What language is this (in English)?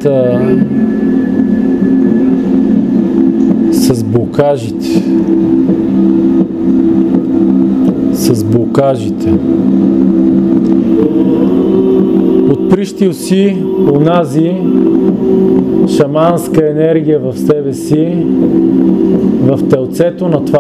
Bulgarian